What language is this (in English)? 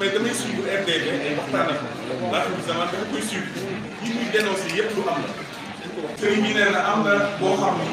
Wolof